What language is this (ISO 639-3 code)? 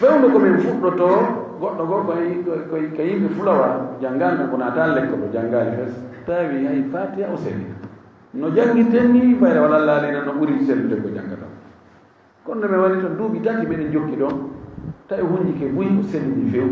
ful